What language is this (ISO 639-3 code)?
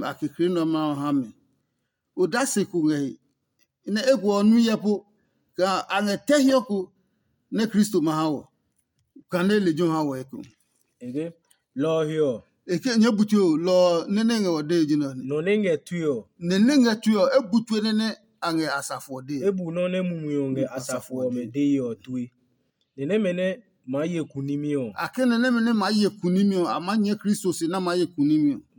ada